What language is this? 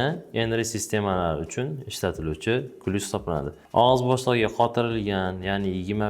Uzbek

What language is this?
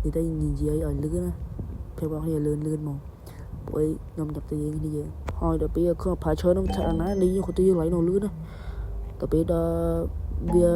Khmer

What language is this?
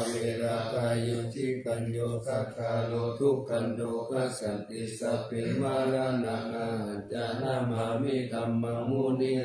Pali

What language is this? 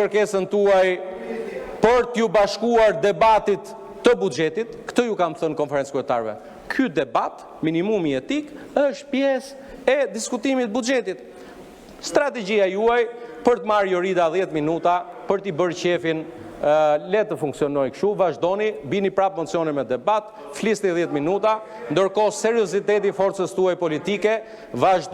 Albanian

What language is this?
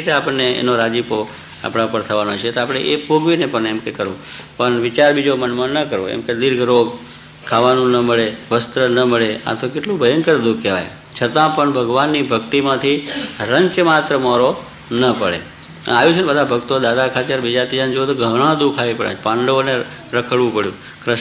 Gujarati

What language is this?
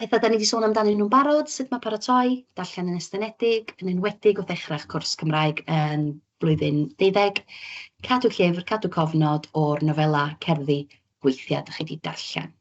Welsh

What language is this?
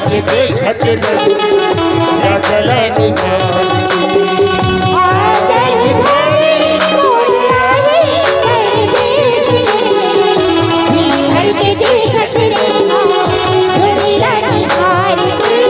Chhattisgarhi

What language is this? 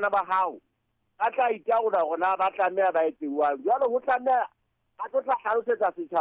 Southern Sotho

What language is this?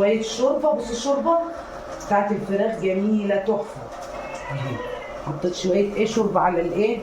Egyptian Arabic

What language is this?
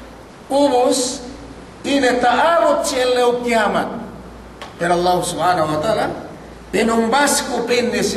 Yakan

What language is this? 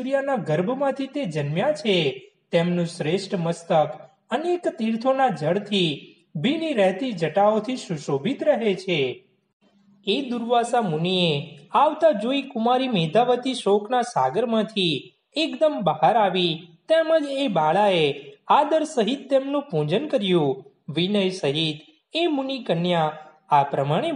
Gujarati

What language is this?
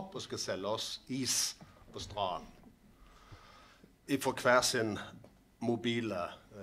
Norwegian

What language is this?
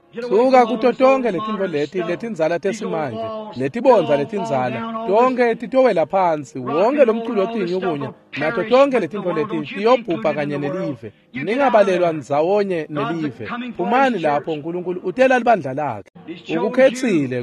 Swati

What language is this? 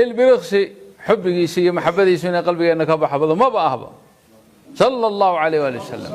Somali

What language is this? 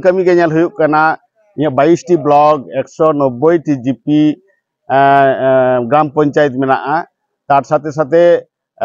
Santali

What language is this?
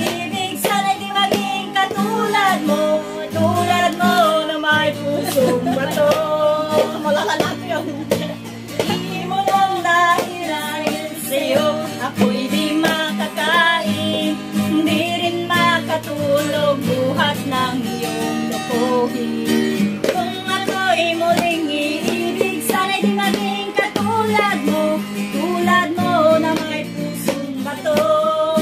Filipino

